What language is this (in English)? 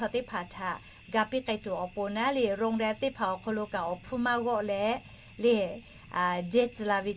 Lahu